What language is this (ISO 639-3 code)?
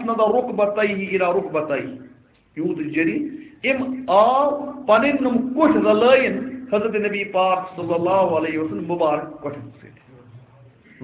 kas